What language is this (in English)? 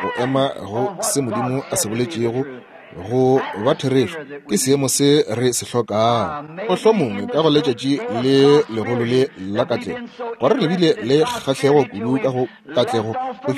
Northern Sotho